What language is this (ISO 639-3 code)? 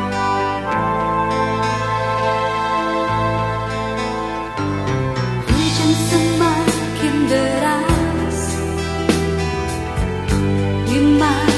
ind